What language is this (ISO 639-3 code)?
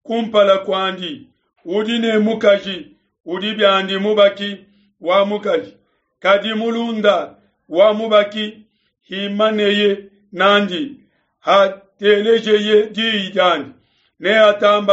lua